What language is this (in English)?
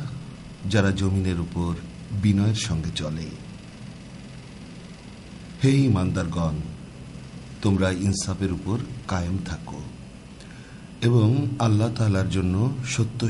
Bangla